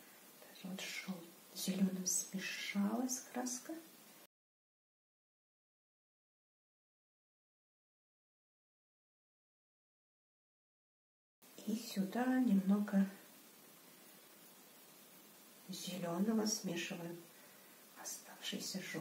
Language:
Russian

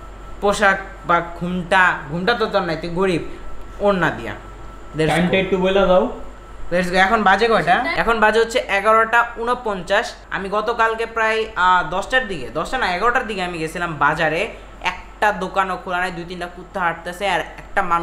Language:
Bangla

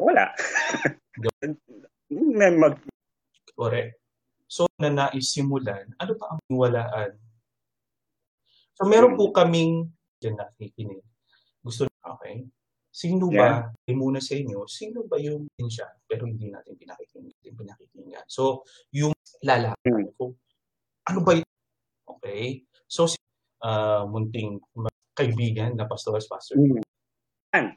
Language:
Filipino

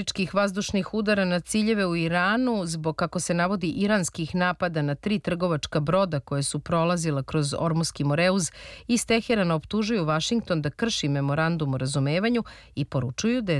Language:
Serbian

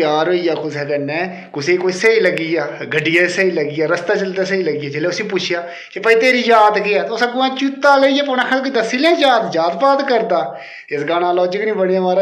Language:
Dogri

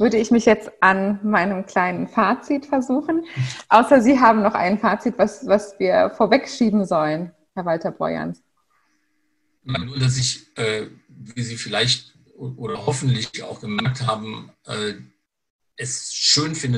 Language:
German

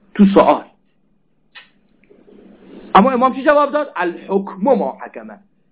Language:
Persian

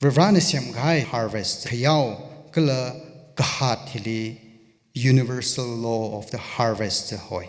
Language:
Tangkhul Naga (India)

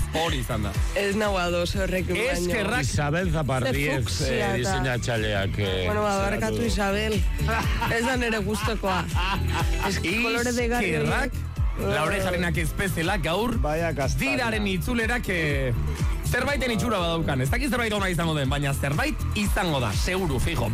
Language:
Basque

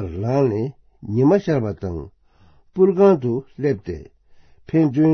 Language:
Tibetan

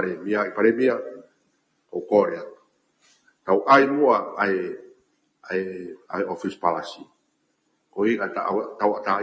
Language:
Tongan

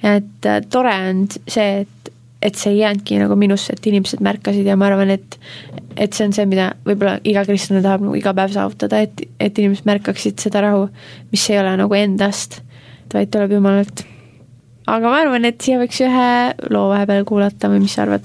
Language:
Estonian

